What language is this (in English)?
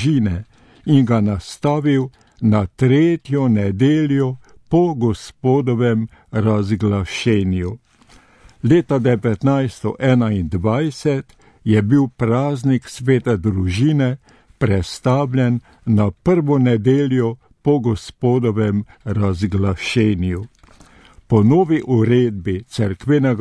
Slovenian